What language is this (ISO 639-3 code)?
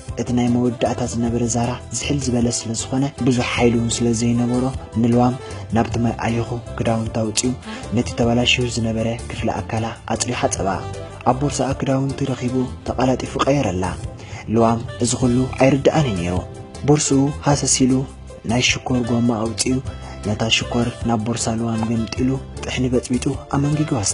tir